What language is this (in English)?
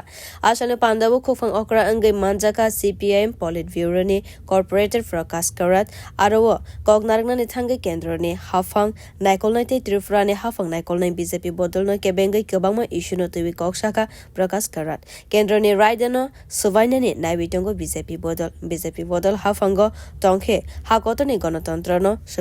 Kok Borok